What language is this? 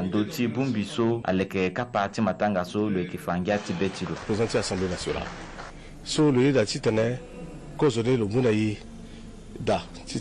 Sango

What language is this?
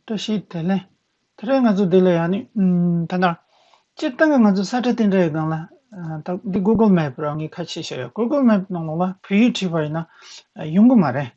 Tibetan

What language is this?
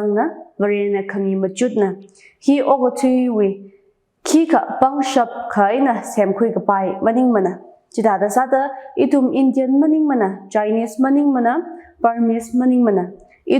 Tangkhul Naga (India)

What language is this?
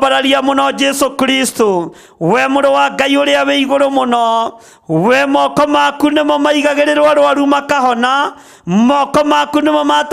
Kikuyu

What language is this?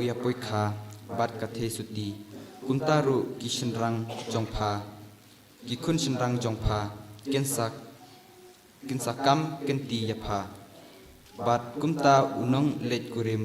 Khasi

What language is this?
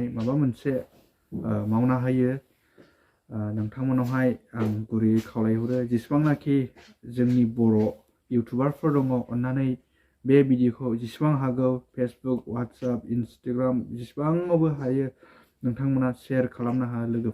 Bodo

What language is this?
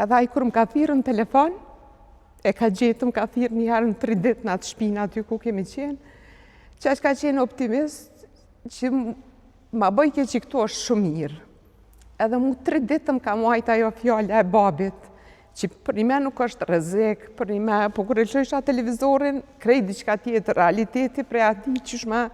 Albanian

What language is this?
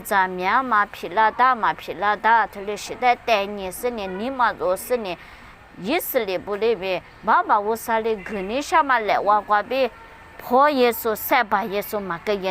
Lisu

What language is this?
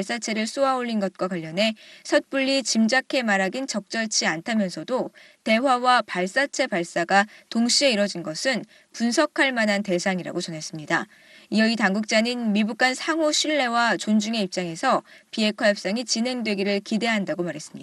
Korean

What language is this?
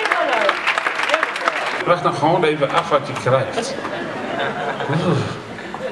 Dutch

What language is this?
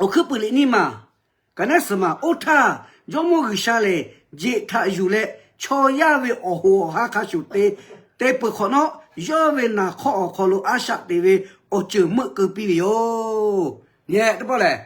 Lahu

